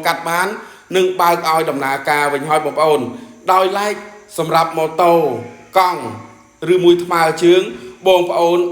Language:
Khmer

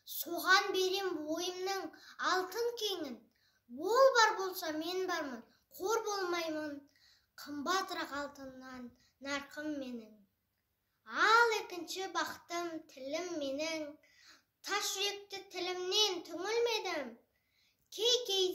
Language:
Kazakh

